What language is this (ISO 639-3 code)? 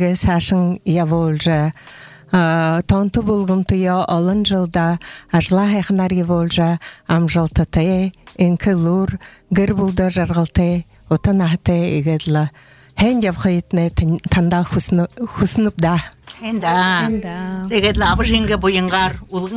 bua